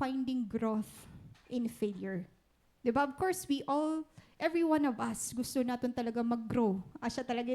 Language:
Waray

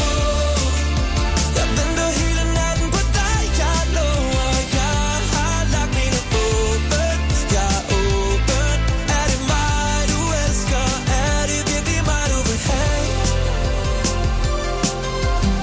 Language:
Danish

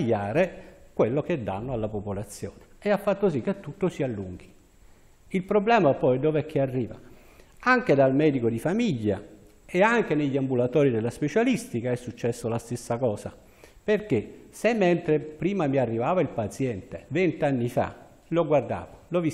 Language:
Italian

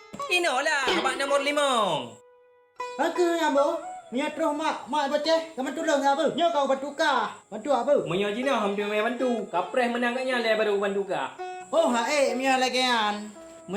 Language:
Achinese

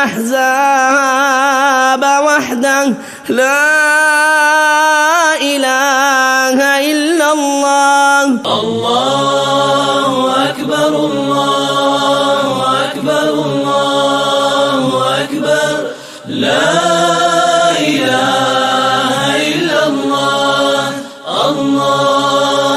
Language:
Arabic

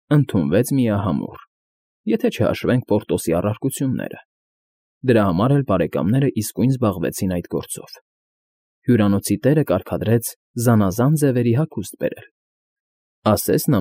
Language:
Armenian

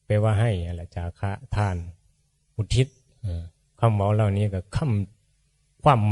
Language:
Northeastern Thai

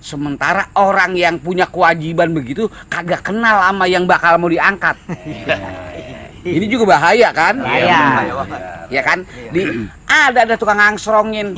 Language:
Betawi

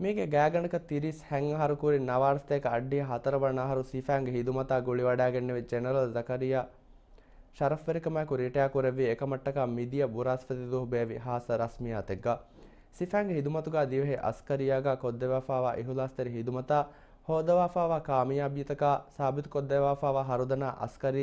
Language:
Divehi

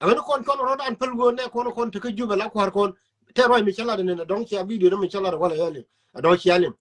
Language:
Nuer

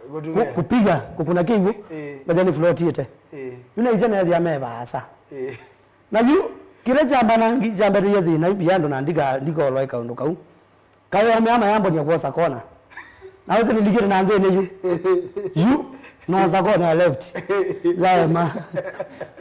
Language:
Kamba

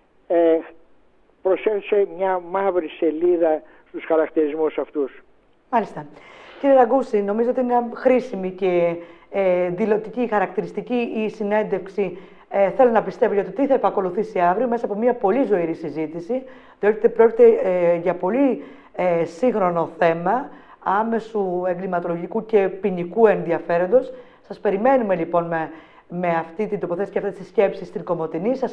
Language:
Greek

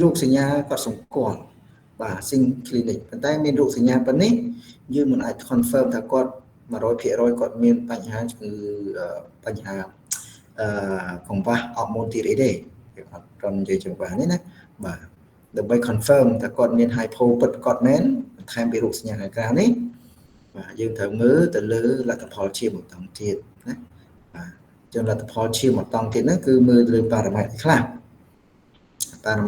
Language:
Khmer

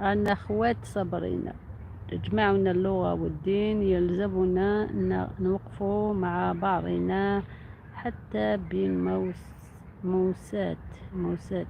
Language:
Algerian Arabic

